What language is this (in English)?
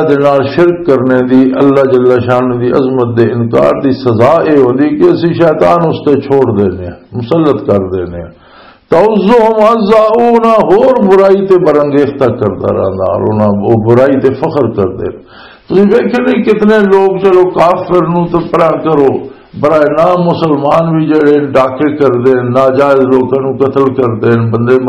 Western Panjabi